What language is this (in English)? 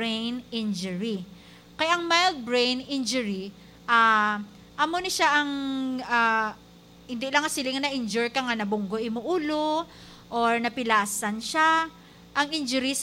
Hiligaynon